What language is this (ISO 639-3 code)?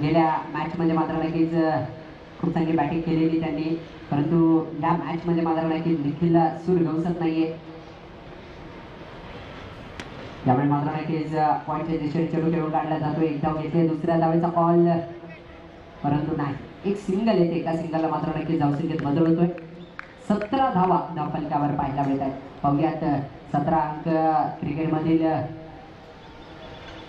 mar